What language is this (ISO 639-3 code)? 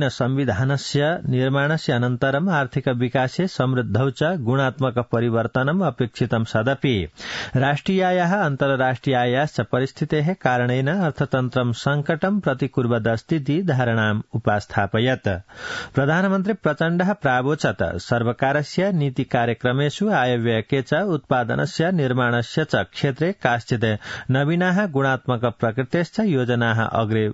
san